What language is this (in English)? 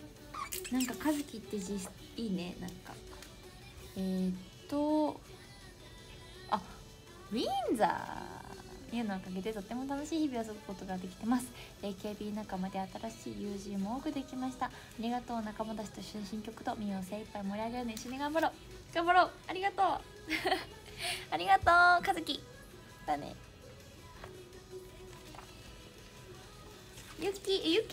Japanese